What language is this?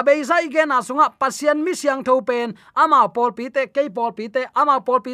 Tedim Chin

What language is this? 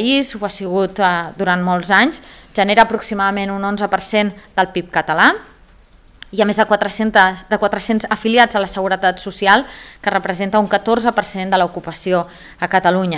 Catalan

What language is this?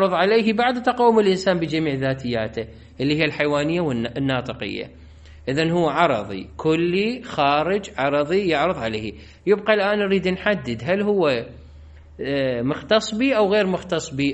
Mesopotamian Arabic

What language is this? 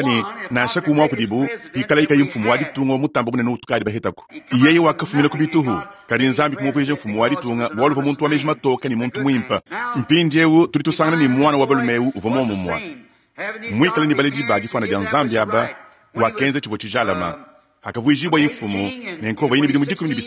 Luba-Lulua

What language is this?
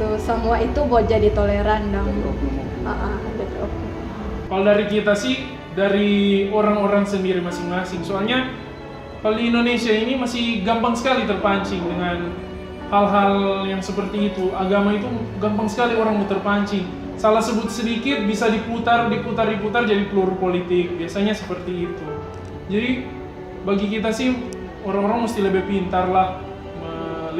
Manado Malay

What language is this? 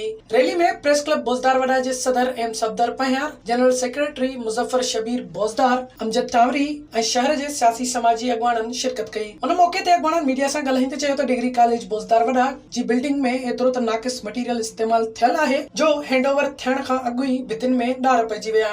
Sindhi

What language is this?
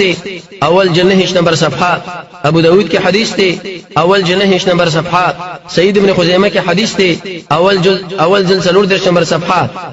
Pashto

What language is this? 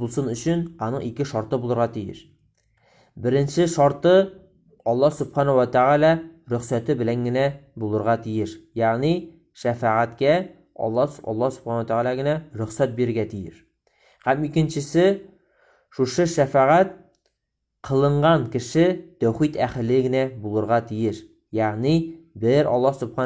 Tatar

